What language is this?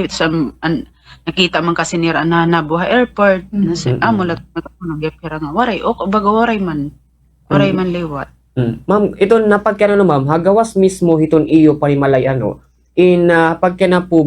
Waray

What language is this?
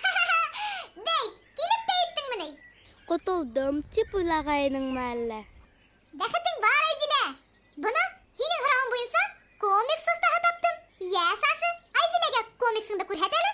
Bashkir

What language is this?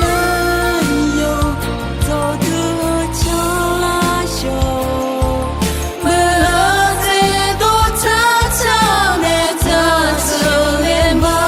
Akha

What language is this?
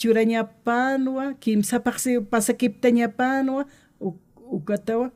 Aymara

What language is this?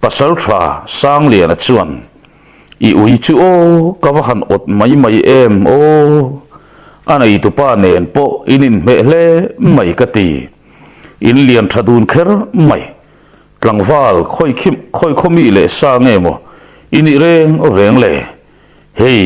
Mizo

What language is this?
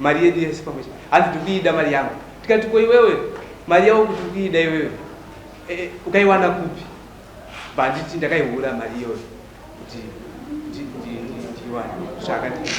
Shona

